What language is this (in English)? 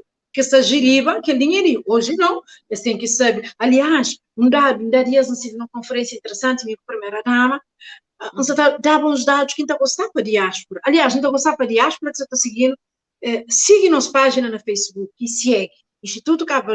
Kabuverdianu